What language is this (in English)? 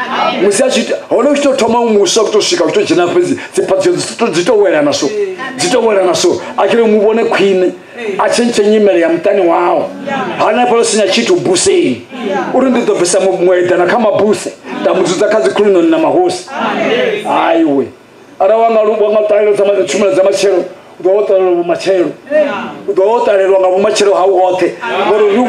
Venda